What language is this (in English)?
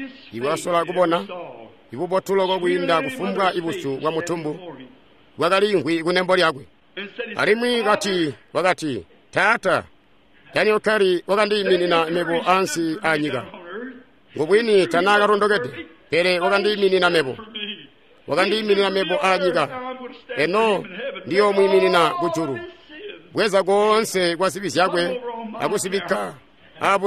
Tonga (Zambia)